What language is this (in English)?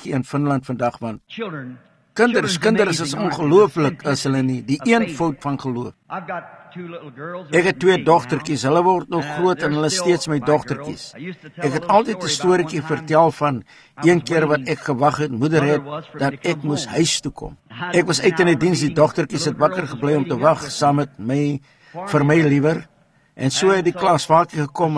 Afrikaans